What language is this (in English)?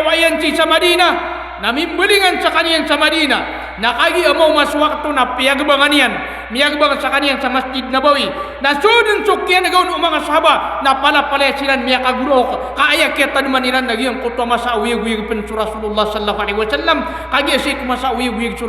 Maranao